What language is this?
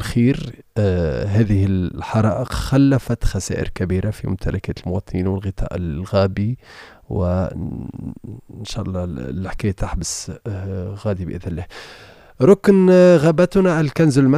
Tunisian Arabic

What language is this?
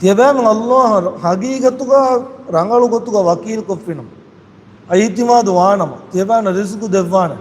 Divehi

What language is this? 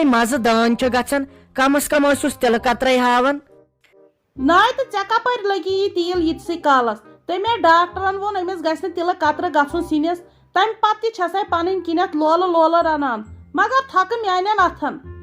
Kashmiri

